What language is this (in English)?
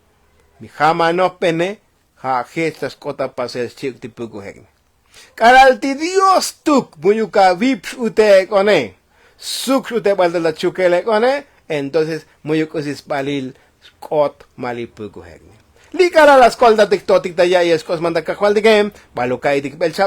Tzotzil